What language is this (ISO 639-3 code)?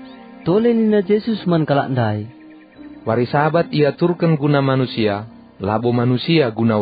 btx